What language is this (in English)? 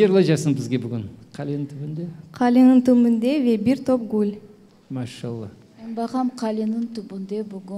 Crimean Tatar